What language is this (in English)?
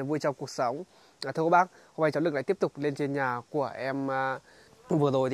Vietnamese